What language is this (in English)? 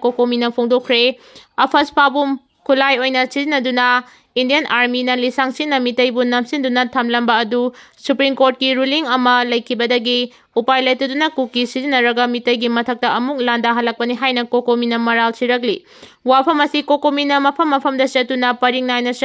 Manipuri